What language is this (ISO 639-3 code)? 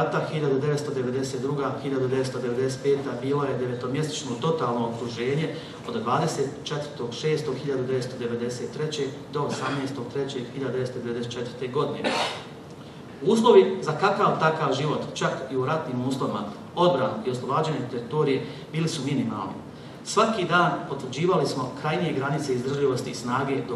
bos